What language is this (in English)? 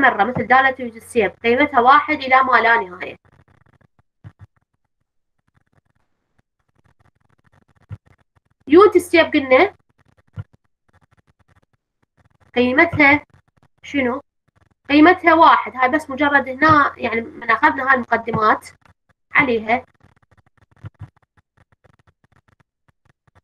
Mesopotamian Arabic